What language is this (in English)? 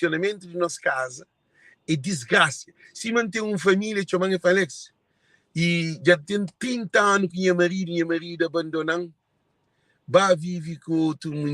Kabuverdianu